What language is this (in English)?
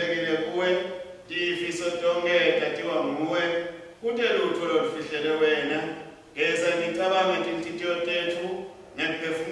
Swati